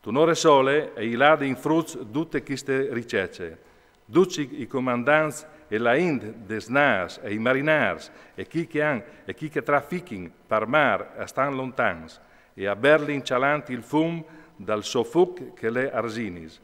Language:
Friulian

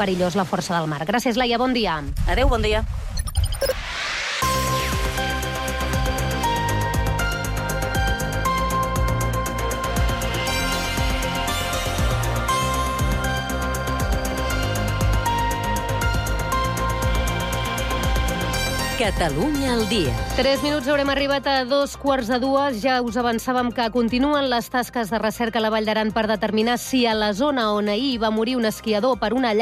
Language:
Catalan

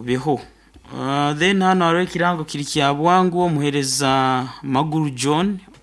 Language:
Nyoro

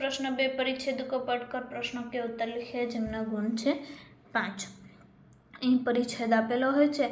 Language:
Gujarati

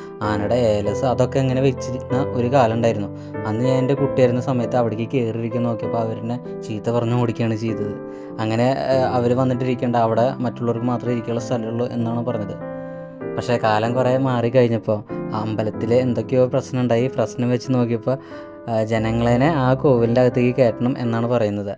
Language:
Malayalam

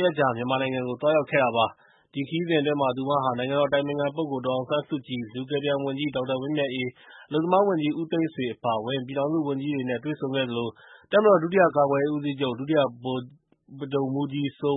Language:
Burmese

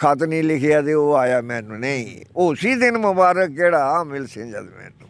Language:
Dogri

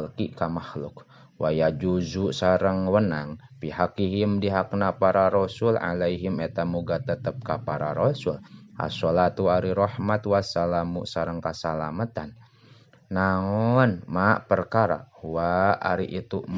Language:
Sundanese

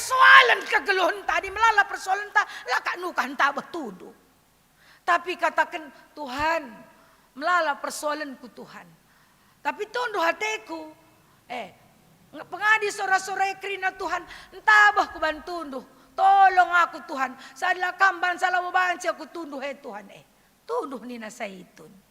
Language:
Batak Karo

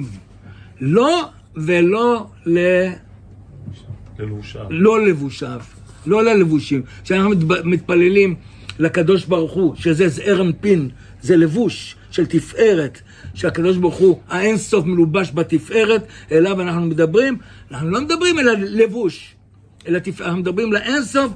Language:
Hebrew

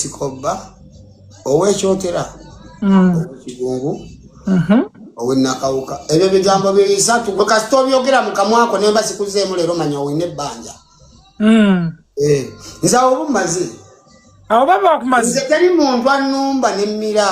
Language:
Ganda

